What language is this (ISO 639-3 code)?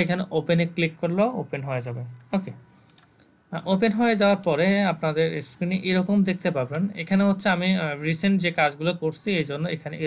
ben